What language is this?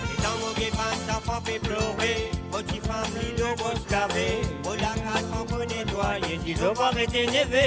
Morisyen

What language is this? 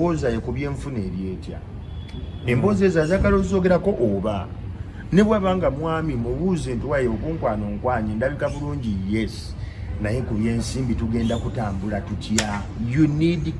Ganda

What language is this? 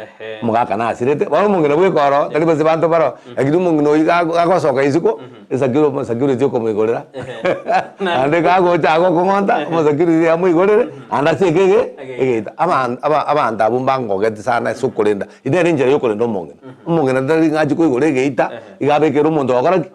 Gusii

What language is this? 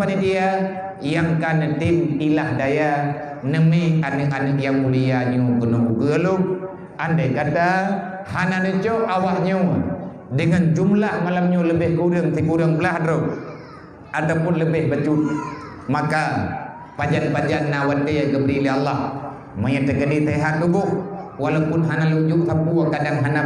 Achinese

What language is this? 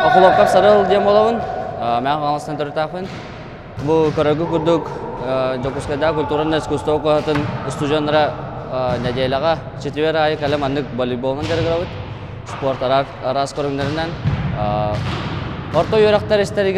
Yakut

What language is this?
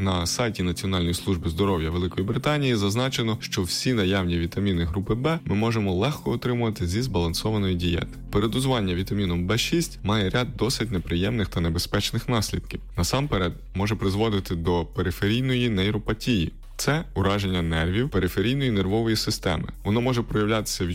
Ukrainian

